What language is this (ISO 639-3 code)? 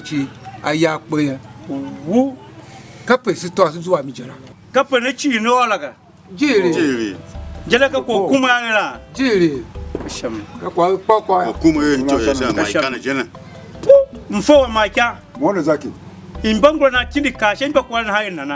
tiv